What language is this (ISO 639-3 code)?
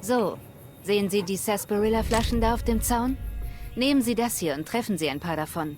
bar